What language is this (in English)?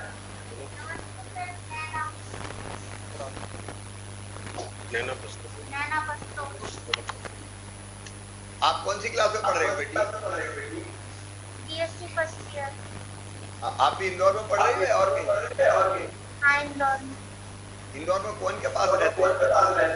Hindi